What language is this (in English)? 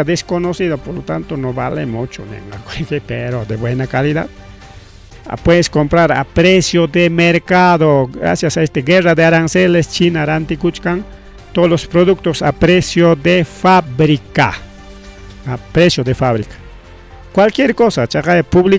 Ayacucho Quechua